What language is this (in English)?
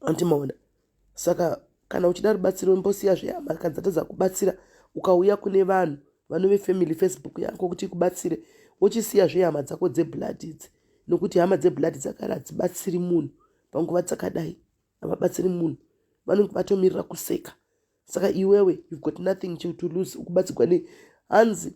Shona